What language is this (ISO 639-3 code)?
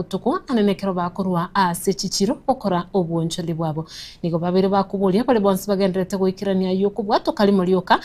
guz